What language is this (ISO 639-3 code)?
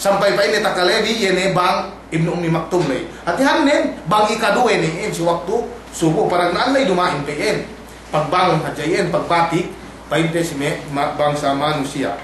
yka